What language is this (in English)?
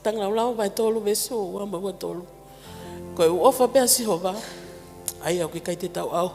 Tongan